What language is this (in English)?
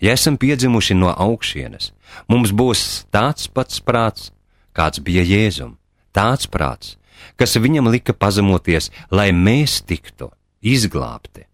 Latvian